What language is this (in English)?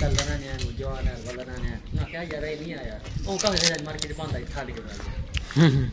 Saraiki